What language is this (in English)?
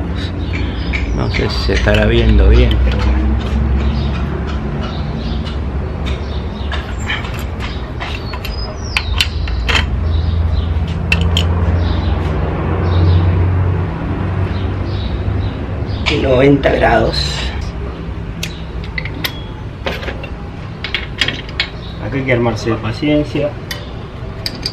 Spanish